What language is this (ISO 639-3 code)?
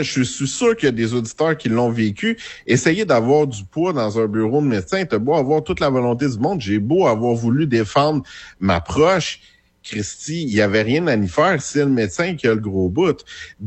fra